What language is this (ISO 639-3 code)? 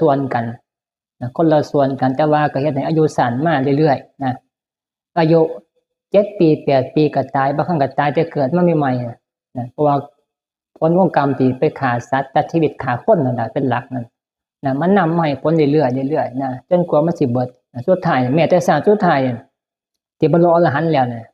tts